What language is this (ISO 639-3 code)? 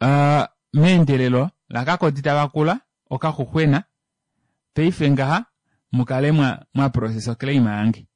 kua